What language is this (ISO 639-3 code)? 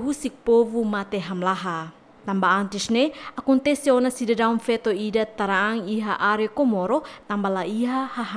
tet